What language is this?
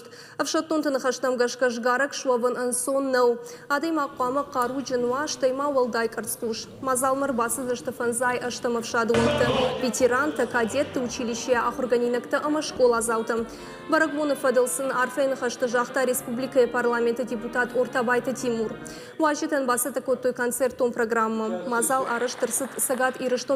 Ossetic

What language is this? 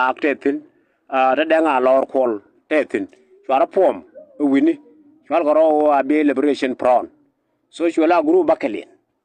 Nuer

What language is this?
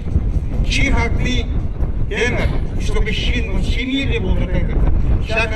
Chuvash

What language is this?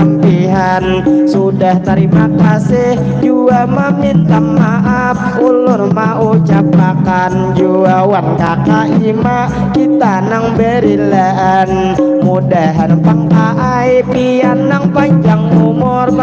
Banjar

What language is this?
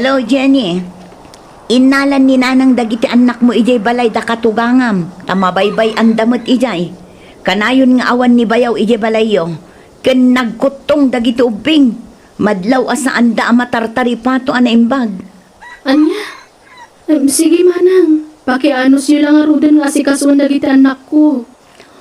Iloko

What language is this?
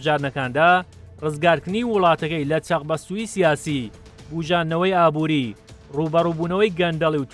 Central Kurdish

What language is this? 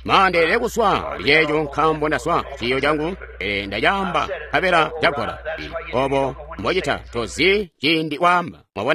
Tonga (Zambia)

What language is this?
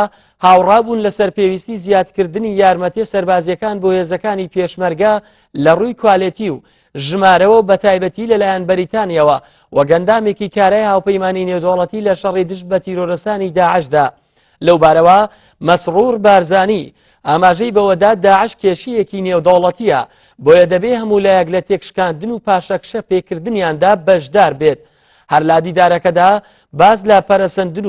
Central Kurdish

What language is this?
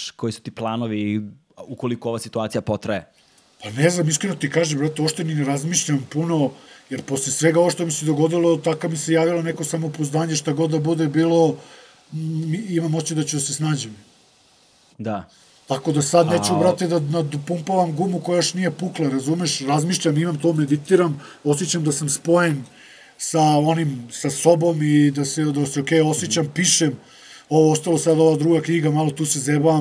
Serbian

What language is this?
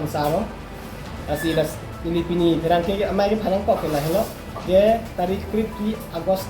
Karbi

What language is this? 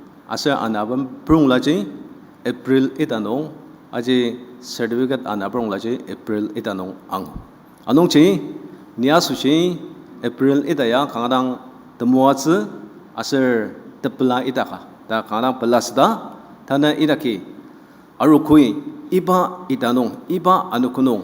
Ao Naga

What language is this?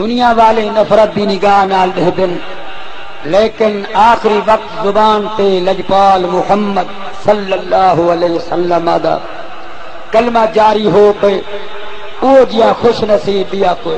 Saraiki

